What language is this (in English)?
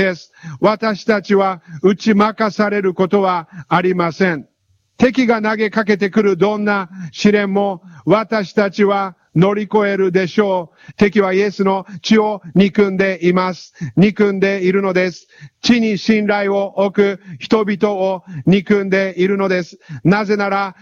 Japanese